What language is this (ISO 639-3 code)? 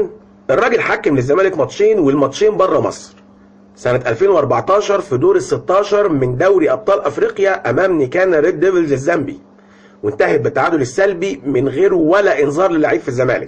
arz